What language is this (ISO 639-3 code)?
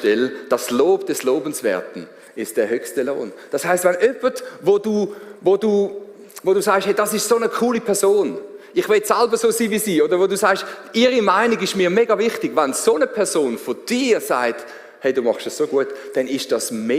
gsw